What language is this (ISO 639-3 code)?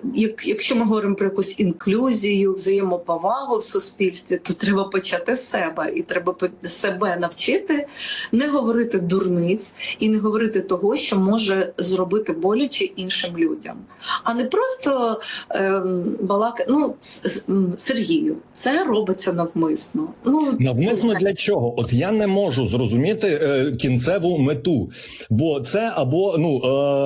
ukr